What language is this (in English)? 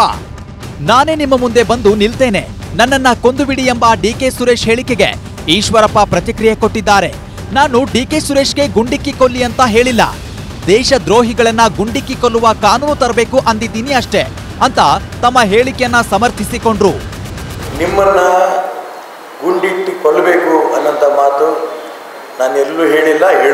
Kannada